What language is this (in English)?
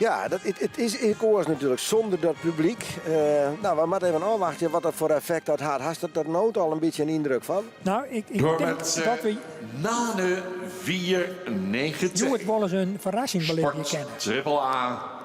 Western Frisian